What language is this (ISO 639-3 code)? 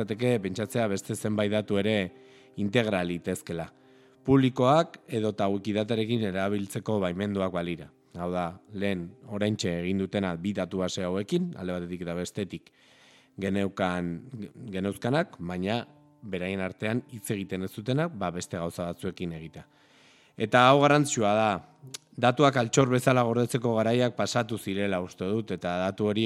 eus